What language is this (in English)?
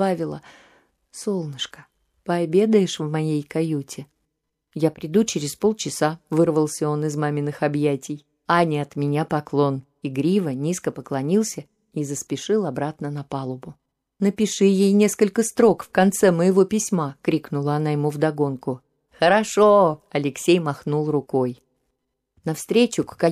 Russian